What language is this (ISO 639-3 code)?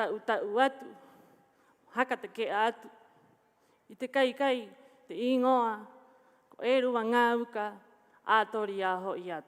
rap